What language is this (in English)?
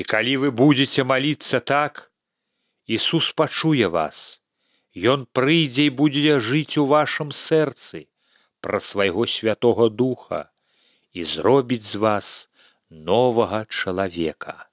Belarusian